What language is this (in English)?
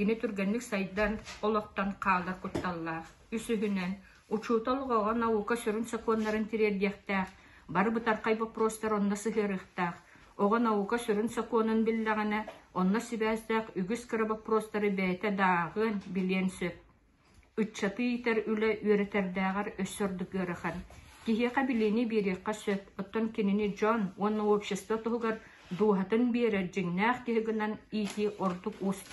Yakut